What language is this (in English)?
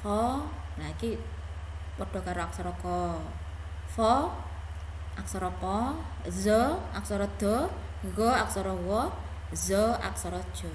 Javanese